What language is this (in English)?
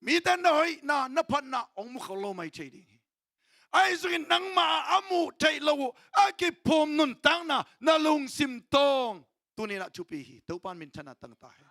Tedim Chin